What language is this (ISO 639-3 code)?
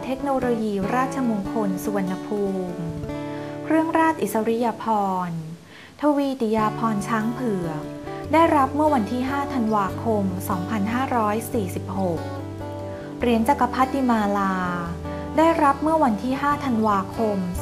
tha